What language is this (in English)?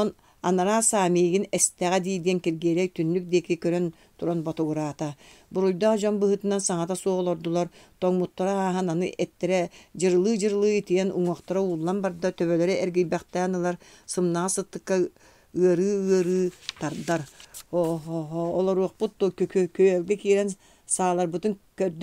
Yakut